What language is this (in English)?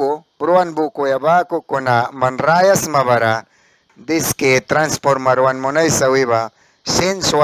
Mískito